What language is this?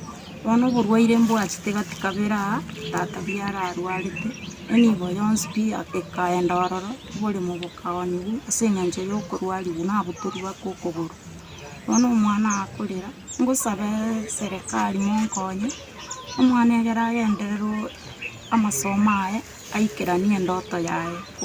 Gusii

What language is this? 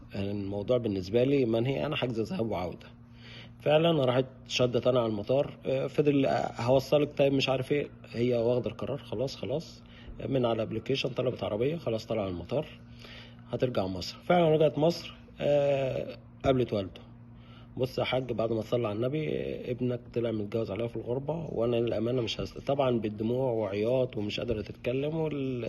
Egyptian Arabic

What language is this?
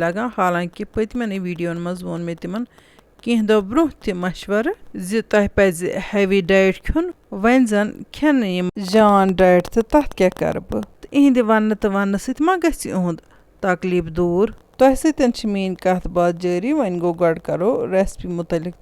Kashmiri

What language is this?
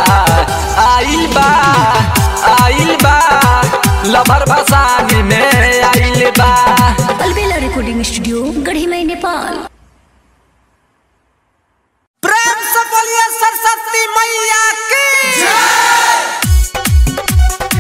Bhojpuri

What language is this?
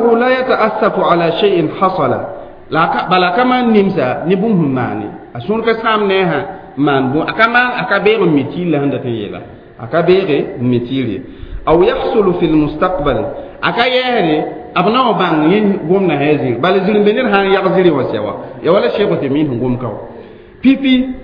Mossi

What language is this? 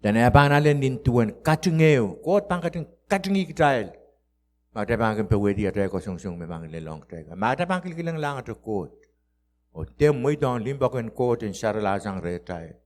Pohnpeian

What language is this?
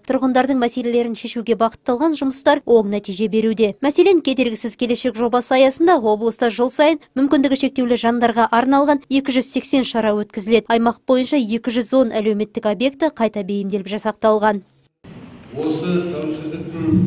Kazakh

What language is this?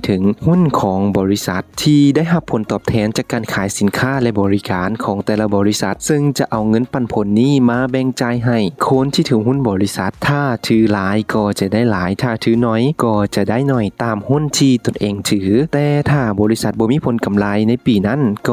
Lao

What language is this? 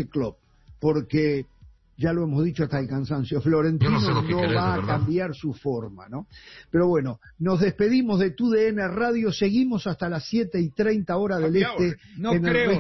Spanish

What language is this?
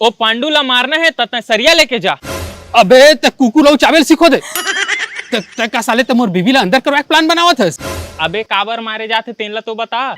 Chhattisgarhi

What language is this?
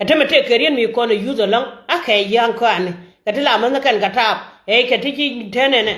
Nuer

